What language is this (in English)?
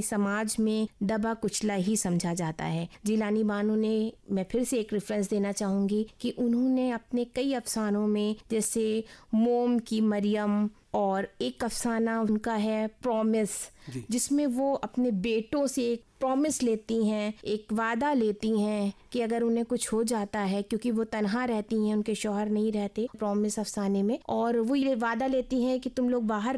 Urdu